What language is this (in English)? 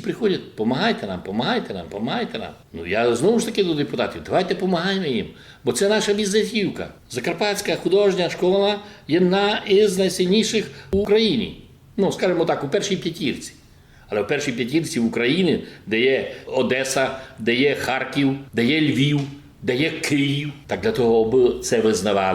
Rusyn